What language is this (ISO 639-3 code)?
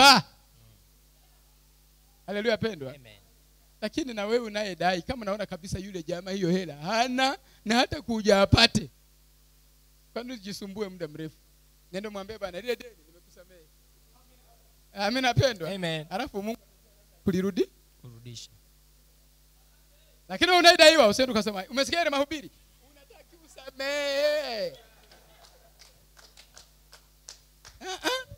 swa